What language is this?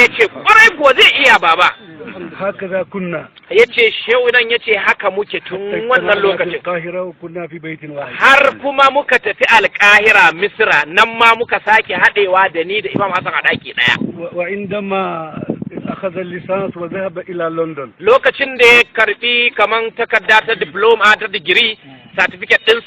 Hausa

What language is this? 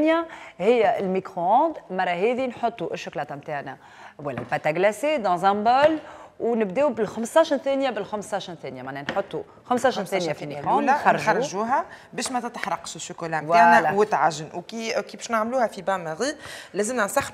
Tunisian Arabic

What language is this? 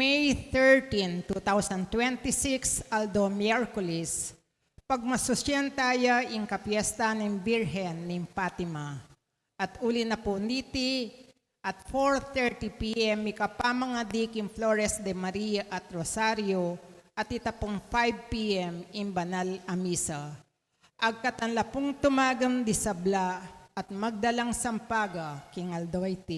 Pampanga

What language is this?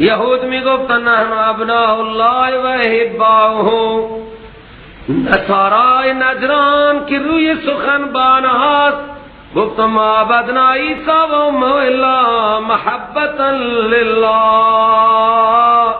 Persian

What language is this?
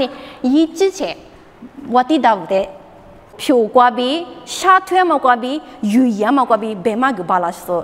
Lisu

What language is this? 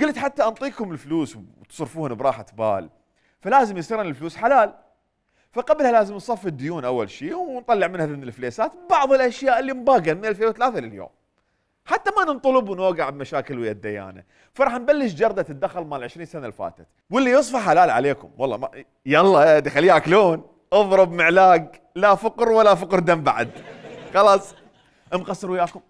Mesopotamian Arabic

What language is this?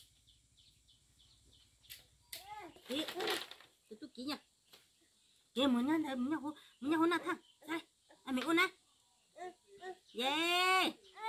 Vietnamese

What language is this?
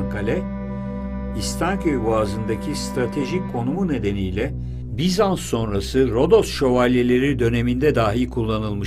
Turkish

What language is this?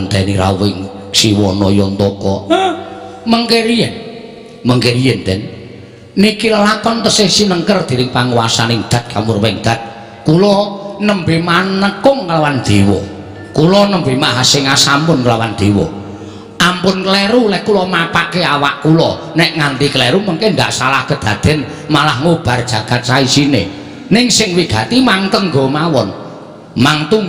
Javanese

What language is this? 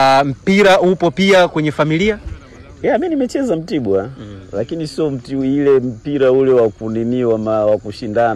Swahili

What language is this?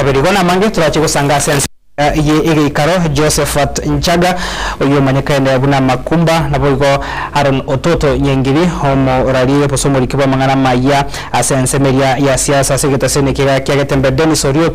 Gusii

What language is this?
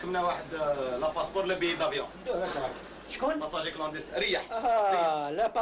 Algerian Arabic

